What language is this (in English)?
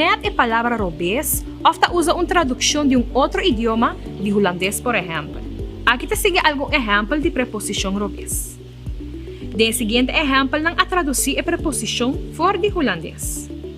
Papiamento